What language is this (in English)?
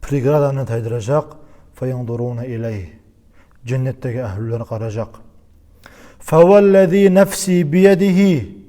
Kumyk